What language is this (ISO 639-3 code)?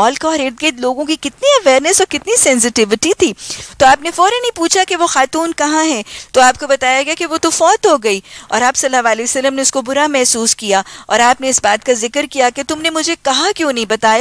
urd